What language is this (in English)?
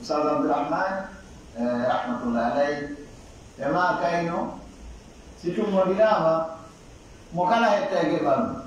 Pular